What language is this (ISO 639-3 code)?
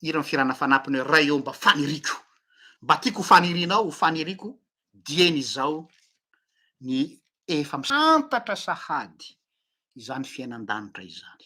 mlg